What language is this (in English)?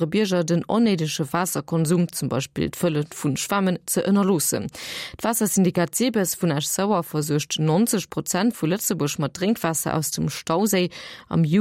Luxembourgish